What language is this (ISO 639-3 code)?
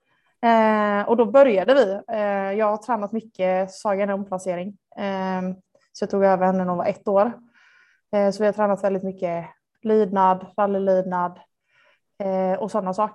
swe